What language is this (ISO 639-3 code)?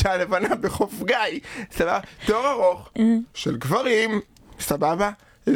heb